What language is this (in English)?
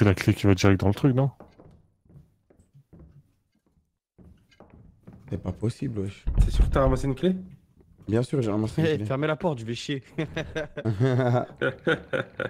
French